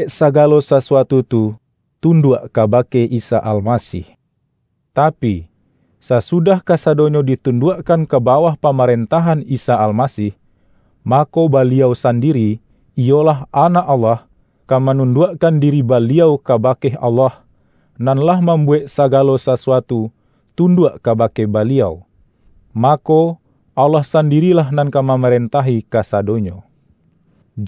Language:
Minangkabau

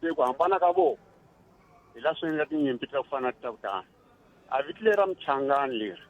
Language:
Tsonga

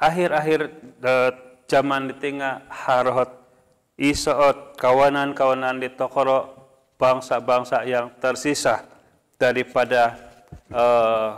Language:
Central Dusun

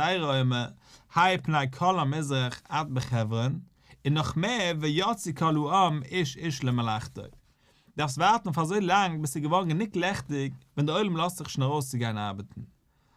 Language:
Yiddish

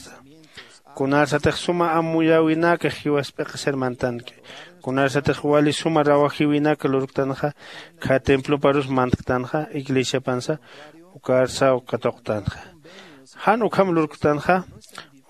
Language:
Aymara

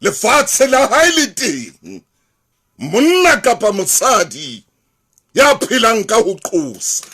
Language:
Southern Sotho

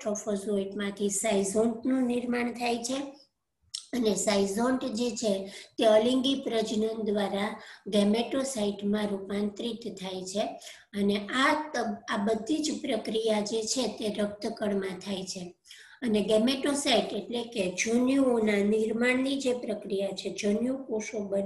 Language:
Gujarati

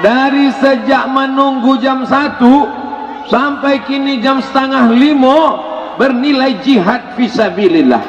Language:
Minangkabau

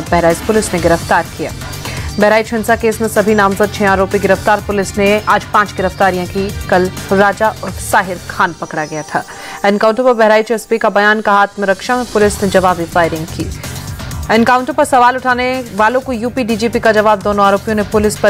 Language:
Hindi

